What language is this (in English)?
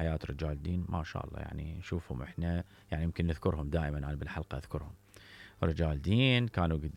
Mesopotamian Arabic